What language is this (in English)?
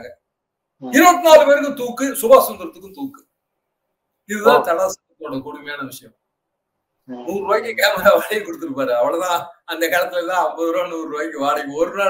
Tamil